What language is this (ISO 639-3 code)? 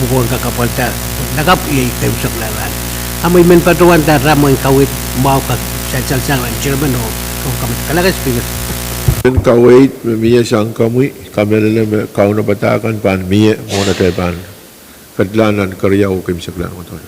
pon